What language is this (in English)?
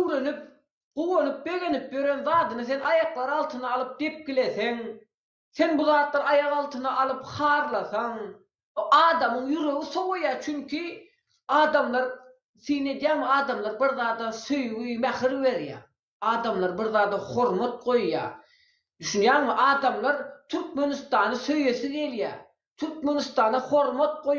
Turkmen